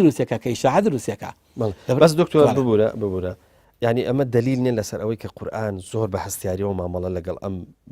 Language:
Central Kurdish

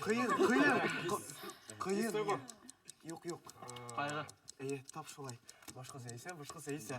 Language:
Bashkir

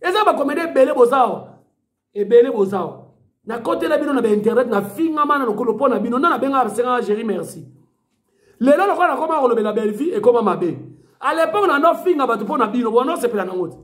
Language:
Lingala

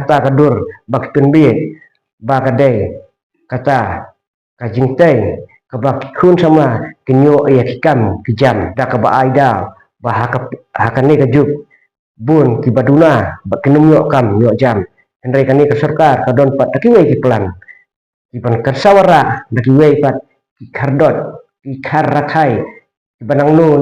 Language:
Khasi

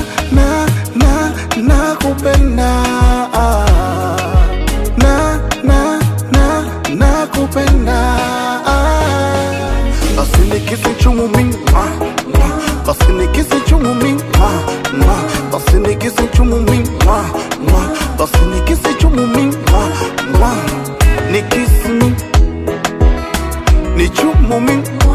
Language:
Swahili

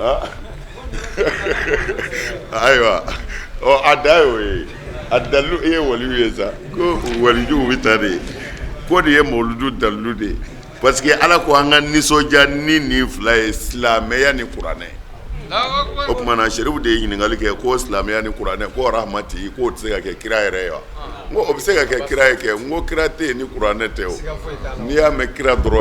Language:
Bambara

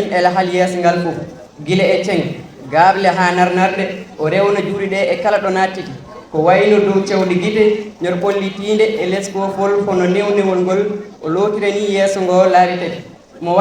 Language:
Fula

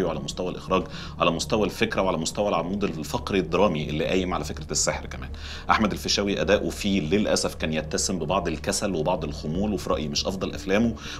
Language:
Egyptian Arabic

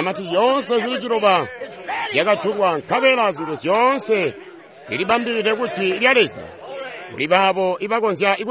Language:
Tonga (Zambia)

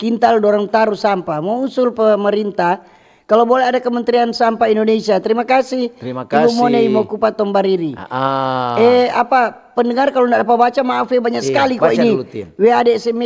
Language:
Manado Malay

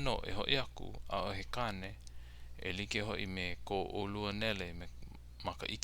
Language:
Hawaiian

